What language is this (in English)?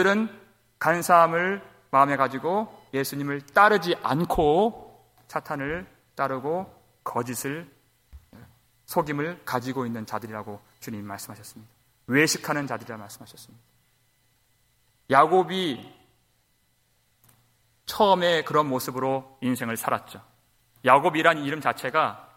Korean